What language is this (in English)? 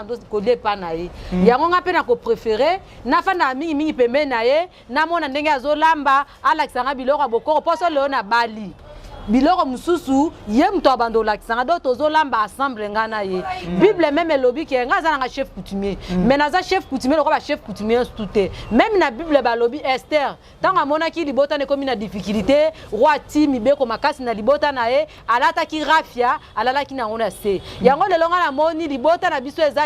Lingala